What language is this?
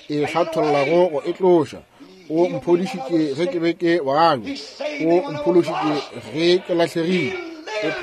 Northern Sotho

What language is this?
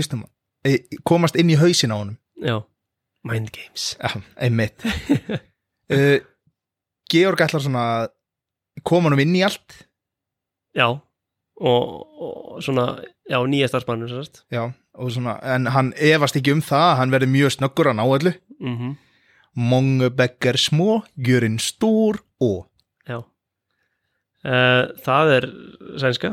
Icelandic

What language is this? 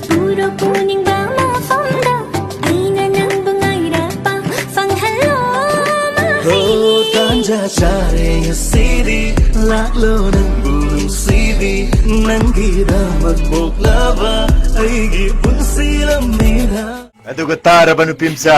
Manipuri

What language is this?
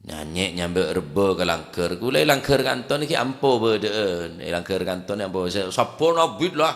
Madurese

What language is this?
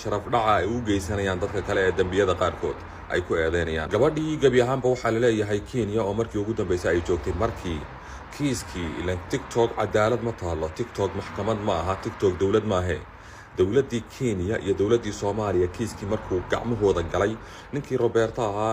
Somali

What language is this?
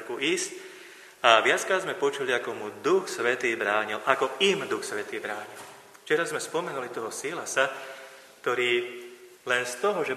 Slovak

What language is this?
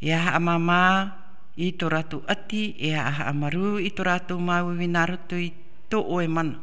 Tahitian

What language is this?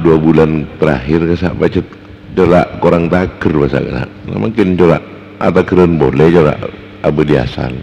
Madurese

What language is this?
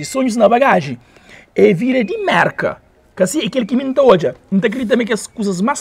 Kabuverdianu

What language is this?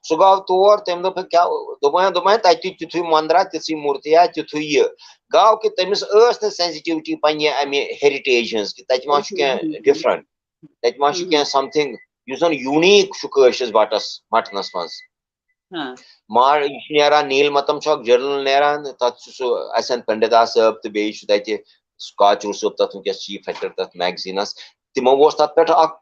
Kashmiri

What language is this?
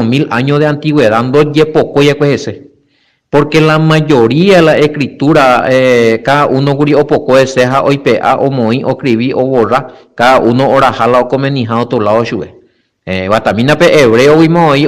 Guarani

